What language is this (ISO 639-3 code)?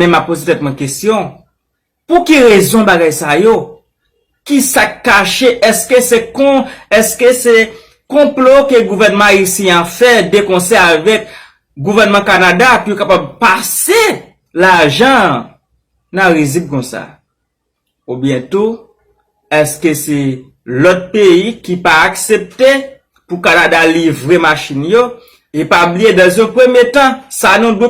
hat